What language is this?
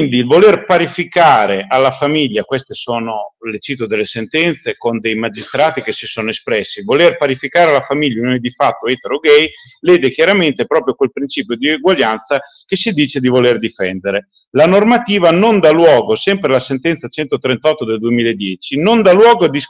Italian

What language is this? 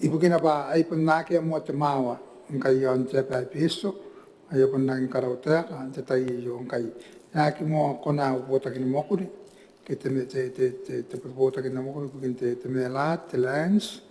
Gilbertese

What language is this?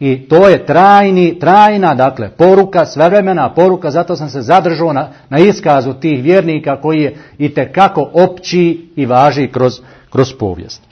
Bosnian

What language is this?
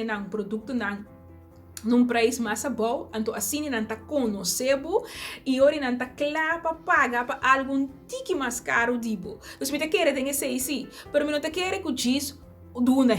Papiamento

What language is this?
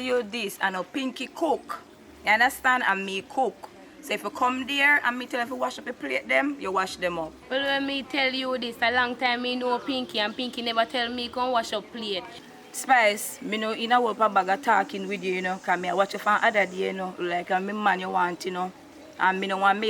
Jamaican Creole English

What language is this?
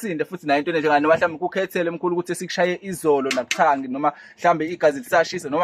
Zulu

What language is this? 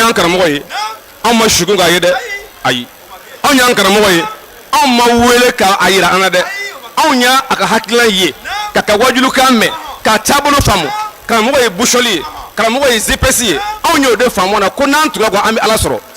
Bambara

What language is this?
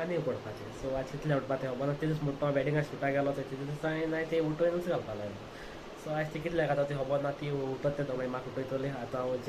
Konkani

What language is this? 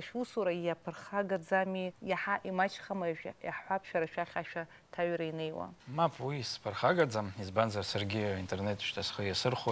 Abkhazian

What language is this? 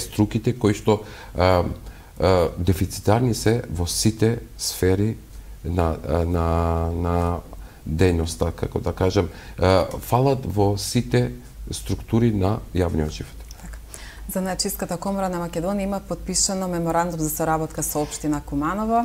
Macedonian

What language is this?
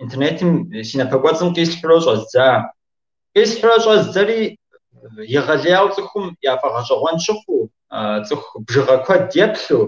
Kabardian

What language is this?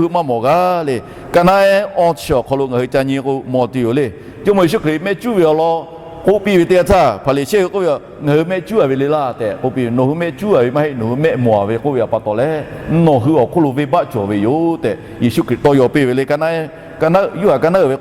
Lahu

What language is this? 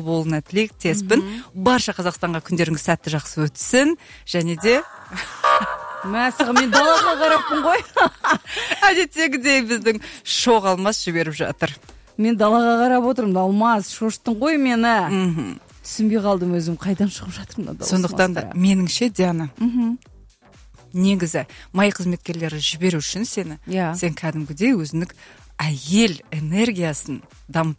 Kazakh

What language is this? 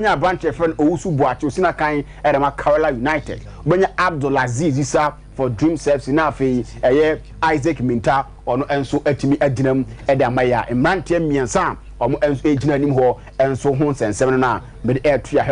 Akan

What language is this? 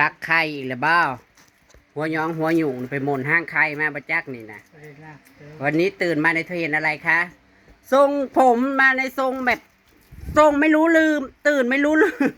Northeastern Thai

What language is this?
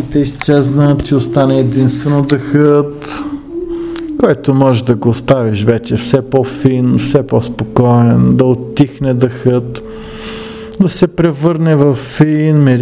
Bulgarian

